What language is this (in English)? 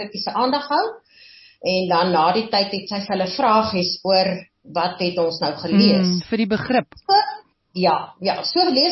Afrikaans